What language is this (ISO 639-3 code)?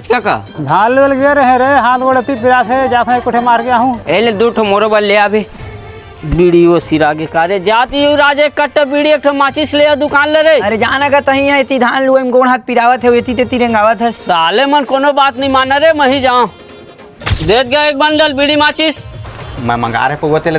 hne